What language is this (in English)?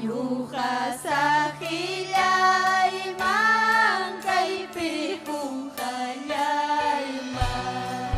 Ayacucho Quechua